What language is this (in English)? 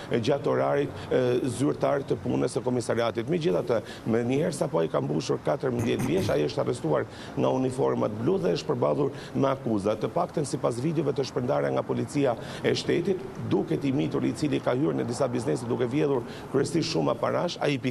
Albanian